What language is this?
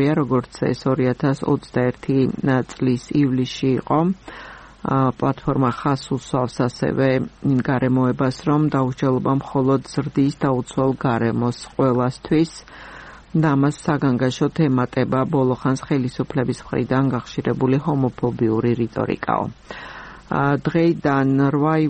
Georgian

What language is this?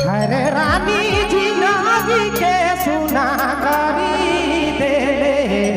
Sadri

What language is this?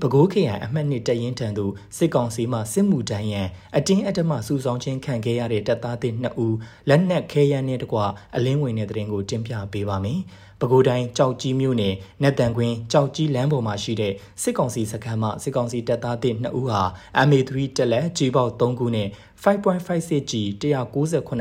Burmese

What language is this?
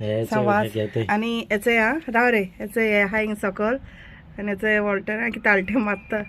Konkani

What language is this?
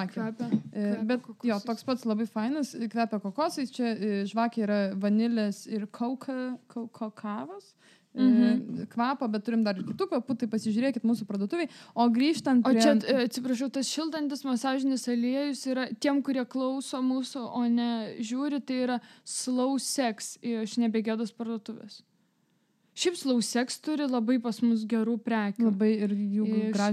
Lithuanian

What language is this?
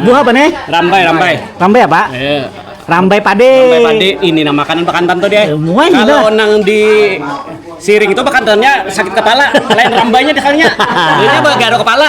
Banjar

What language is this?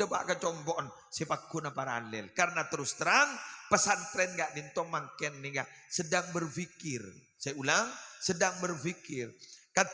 Madurese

